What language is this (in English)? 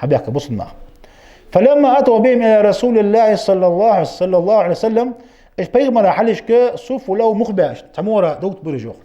Ingush